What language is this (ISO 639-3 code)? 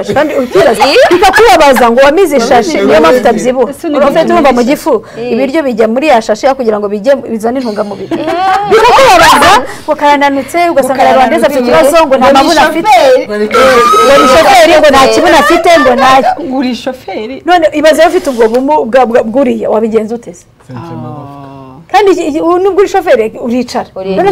kin